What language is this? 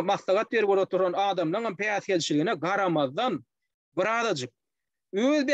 Turkmen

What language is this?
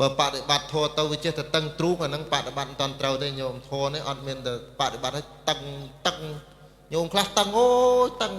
Khmer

